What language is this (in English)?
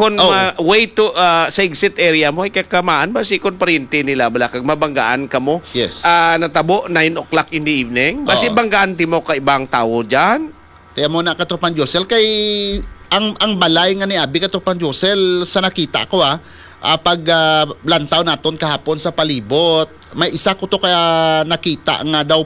Hiligaynon